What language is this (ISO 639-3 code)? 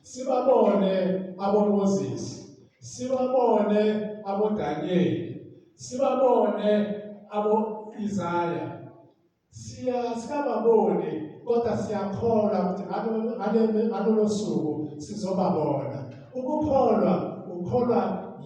zul